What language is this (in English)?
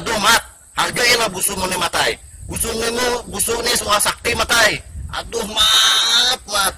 Banjar